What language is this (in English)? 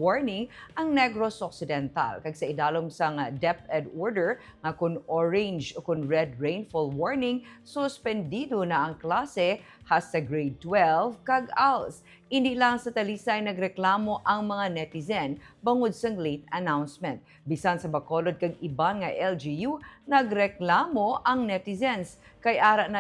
Hiligaynon